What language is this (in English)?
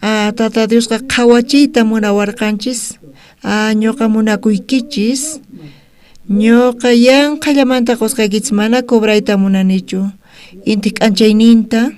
South Bolivian Quechua